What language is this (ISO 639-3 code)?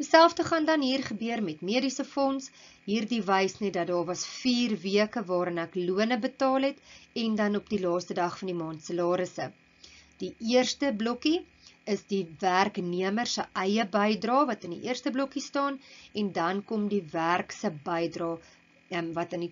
afr